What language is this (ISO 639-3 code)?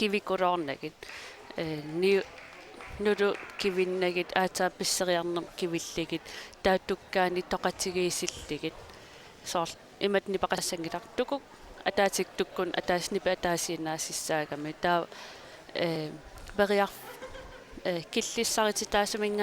kal